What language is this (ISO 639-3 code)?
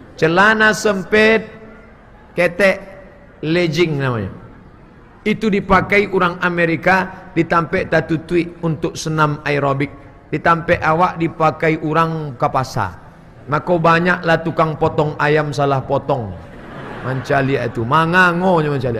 min